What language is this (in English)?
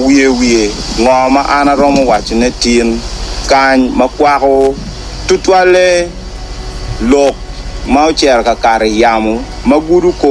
Acoli